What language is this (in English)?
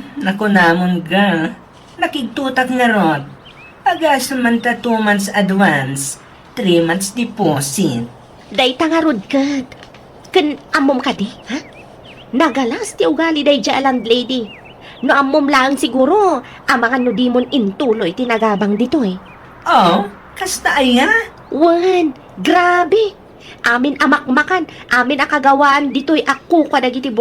Iloko